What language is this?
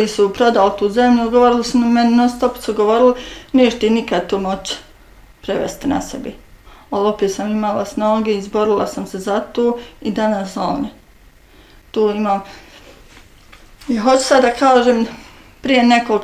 Bosnian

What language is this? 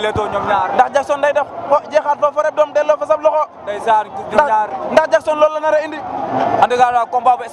Wolof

